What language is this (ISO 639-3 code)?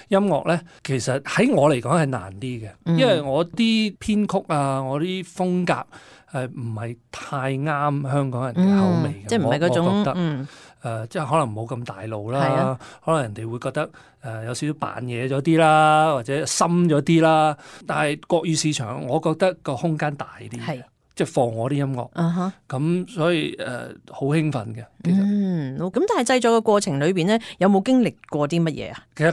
yue